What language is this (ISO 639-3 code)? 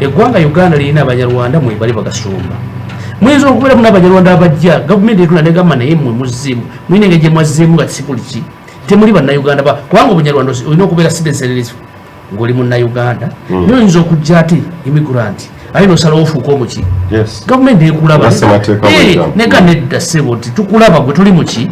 lug